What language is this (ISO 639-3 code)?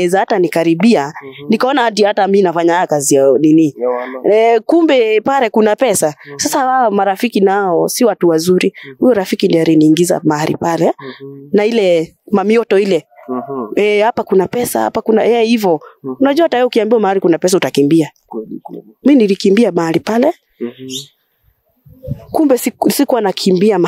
swa